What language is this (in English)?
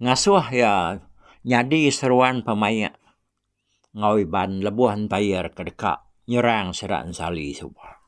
Iban